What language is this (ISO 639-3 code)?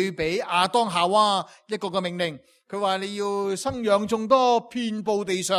yue